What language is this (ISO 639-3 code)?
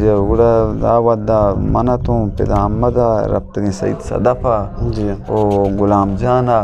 bgp